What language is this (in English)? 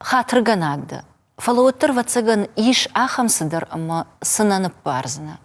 Ossetic